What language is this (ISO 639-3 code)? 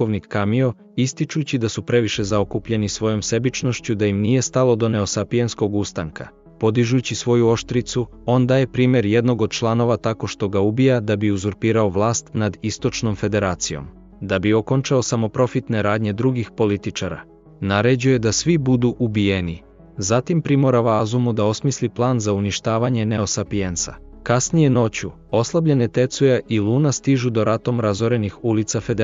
srp